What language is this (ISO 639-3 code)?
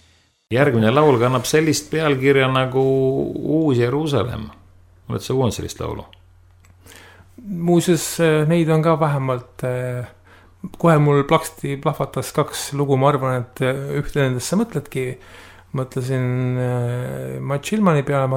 est